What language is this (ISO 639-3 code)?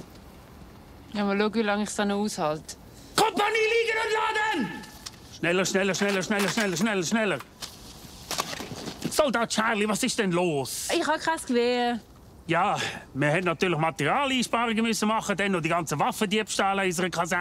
deu